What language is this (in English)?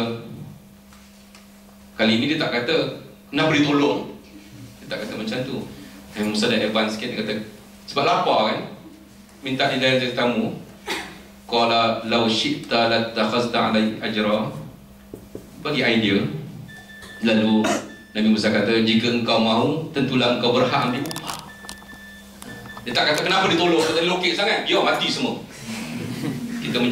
Malay